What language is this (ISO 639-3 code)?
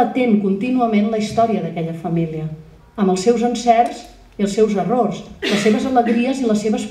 cat